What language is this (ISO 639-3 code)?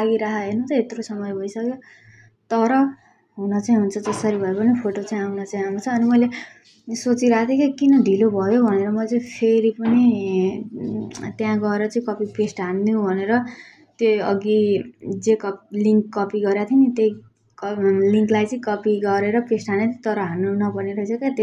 nep